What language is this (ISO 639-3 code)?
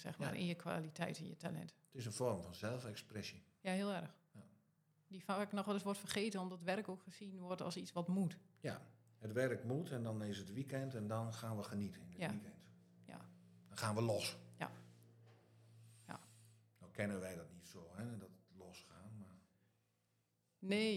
nld